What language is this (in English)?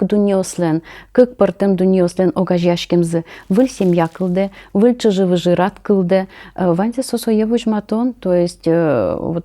Udmurt